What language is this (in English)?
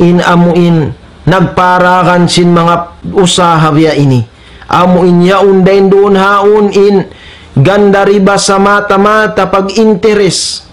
Tausug